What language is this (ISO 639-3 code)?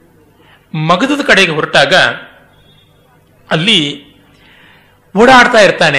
kan